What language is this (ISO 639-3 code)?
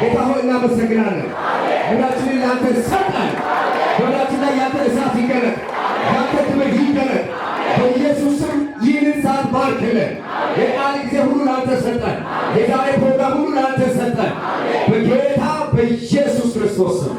amh